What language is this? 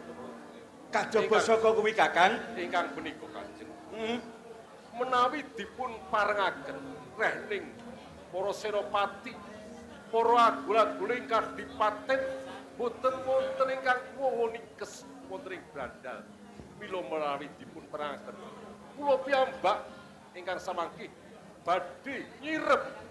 Javanese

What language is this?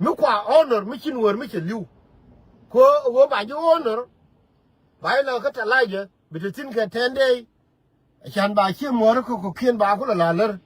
Nuer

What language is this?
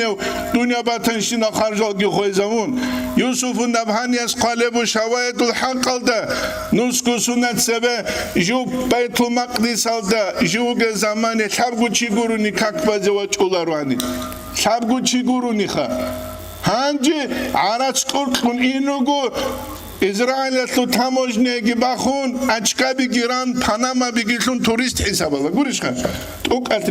Avaric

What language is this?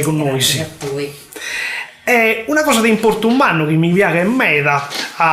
Sardinian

